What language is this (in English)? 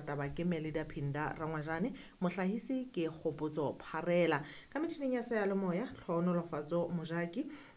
Southern Sotho